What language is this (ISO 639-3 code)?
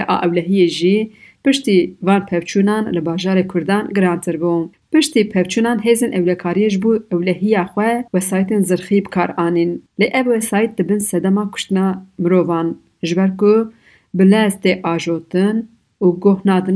kur